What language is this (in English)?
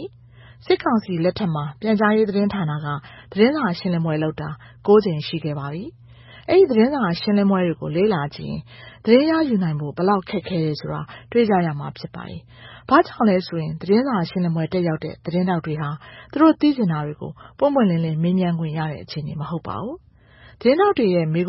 Burmese